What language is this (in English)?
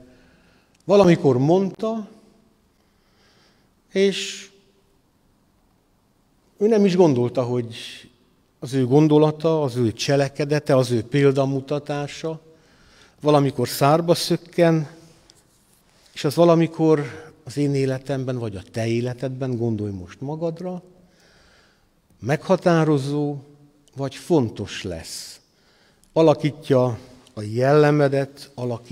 Hungarian